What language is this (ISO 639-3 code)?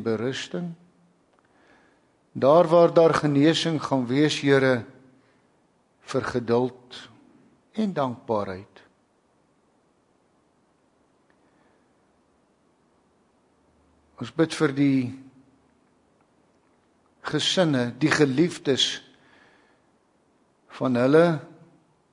afr